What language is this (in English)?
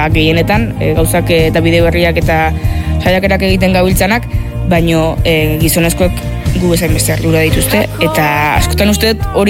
Basque